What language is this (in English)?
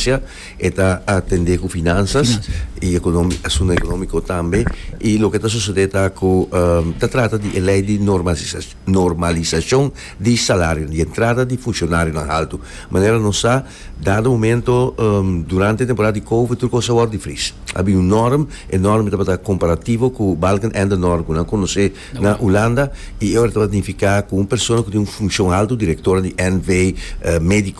Papiamento